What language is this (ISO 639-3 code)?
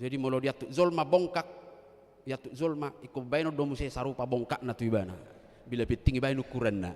bbc